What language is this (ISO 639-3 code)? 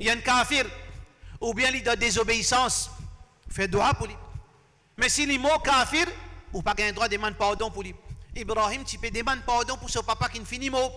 mfe